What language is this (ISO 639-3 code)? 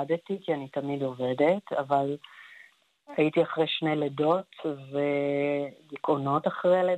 heb